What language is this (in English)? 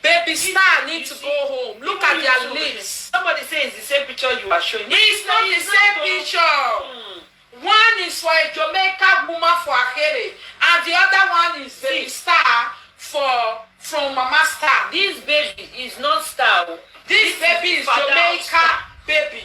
Nigerian Pidgin